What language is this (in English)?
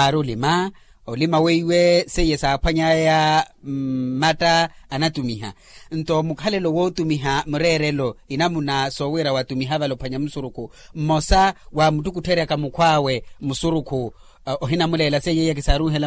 Makhuwa